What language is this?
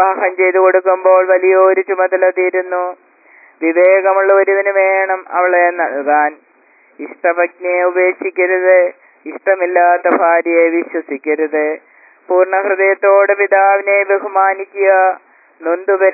Malayalam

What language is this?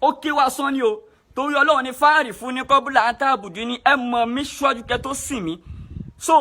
Yoruba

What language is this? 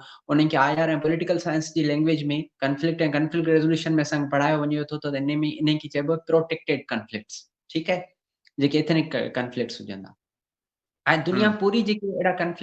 Sindhi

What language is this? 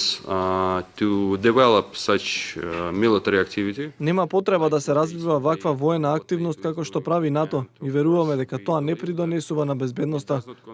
Macedonian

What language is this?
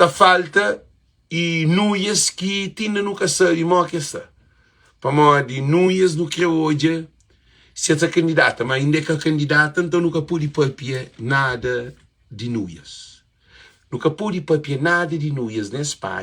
Kabuverdianu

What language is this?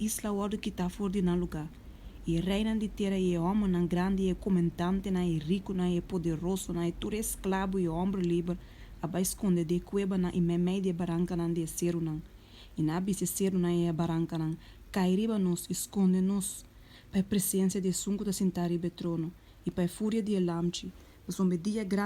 Papiamento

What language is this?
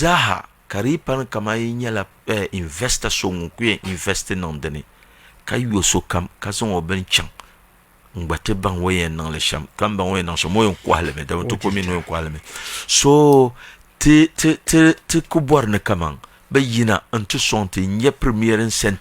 Dagbani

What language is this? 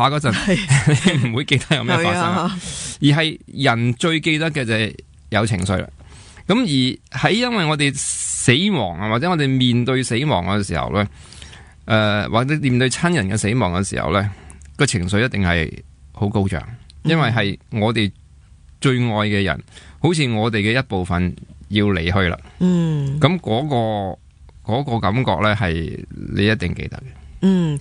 Cantonese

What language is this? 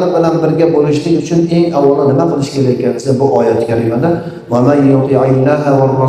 Uzbek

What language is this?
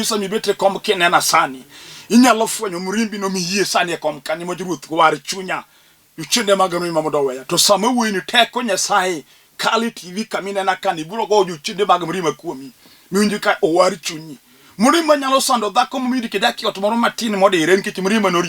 Luo (Kenya and Tanzania)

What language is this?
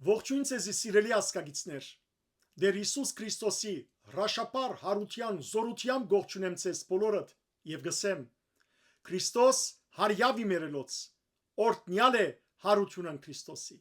Western Armenian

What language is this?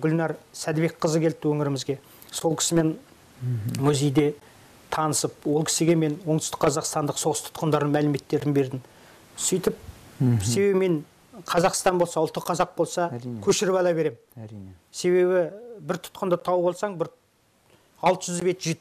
Kazakh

